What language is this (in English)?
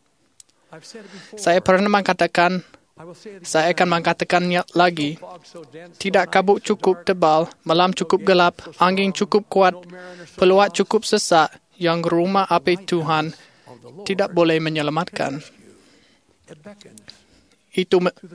Indonesian